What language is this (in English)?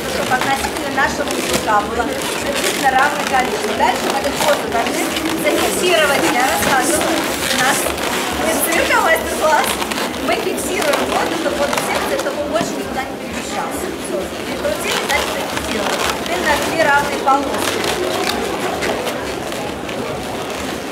Russian